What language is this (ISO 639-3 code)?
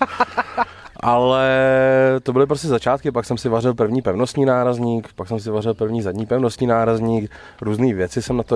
ces